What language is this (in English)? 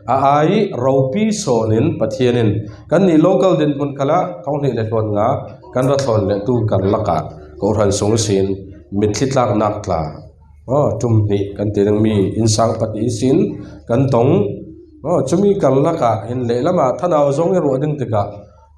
Falam Chin